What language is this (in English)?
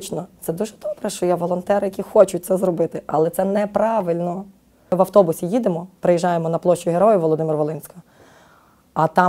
Ukrainian